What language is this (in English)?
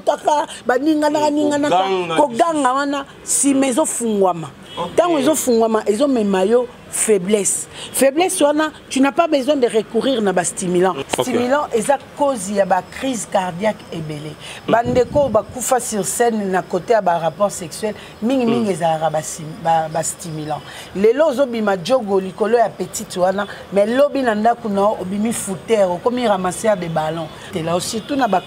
Lingala